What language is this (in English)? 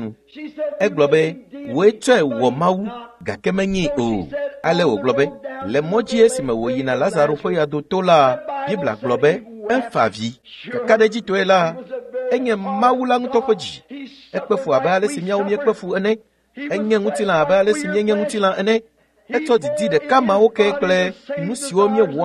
Ewe